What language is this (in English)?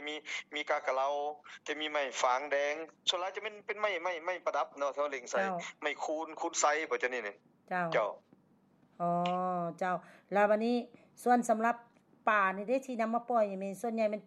Lao